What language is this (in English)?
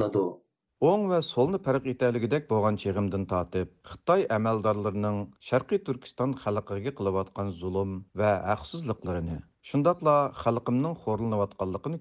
Uyghur